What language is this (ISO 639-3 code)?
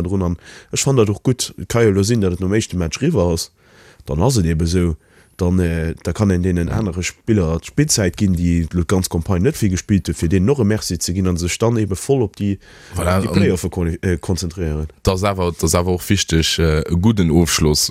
ltz